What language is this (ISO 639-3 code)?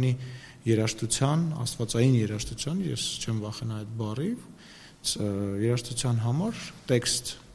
hye